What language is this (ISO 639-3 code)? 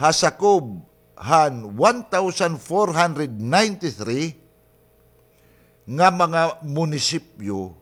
war